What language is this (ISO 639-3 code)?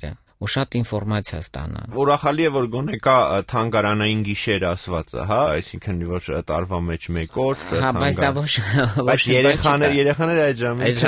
hye